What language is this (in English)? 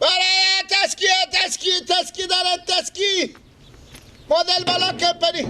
Persian